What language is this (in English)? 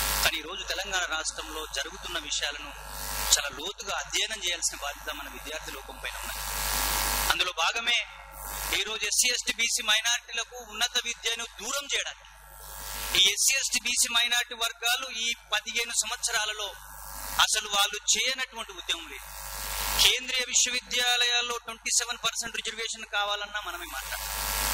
Telugu